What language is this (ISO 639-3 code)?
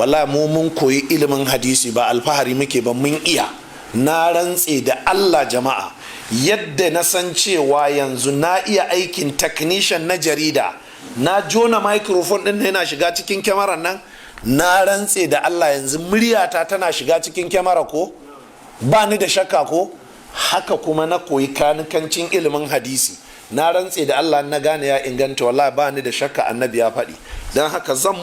hau